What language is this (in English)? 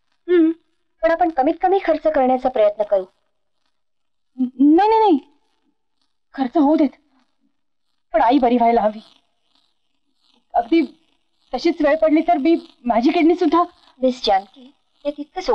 Marathi